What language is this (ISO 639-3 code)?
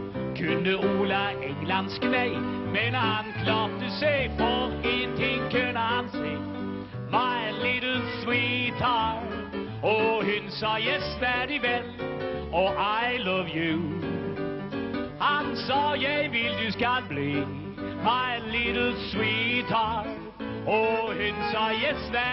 nor